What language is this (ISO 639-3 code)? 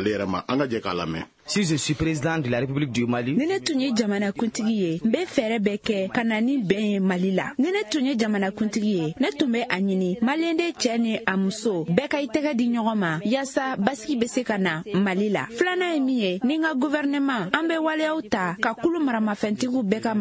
bam